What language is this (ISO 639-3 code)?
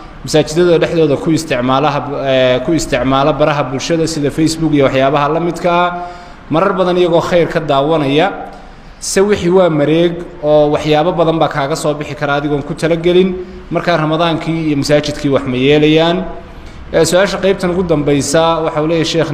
som